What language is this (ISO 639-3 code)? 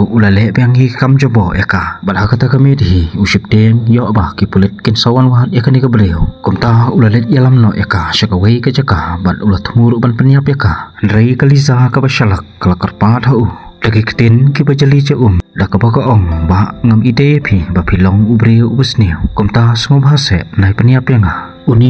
kha